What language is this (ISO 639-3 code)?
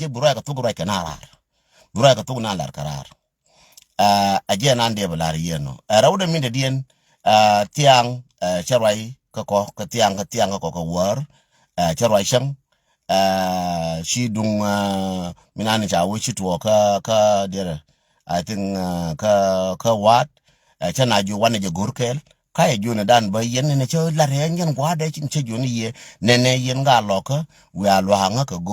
nus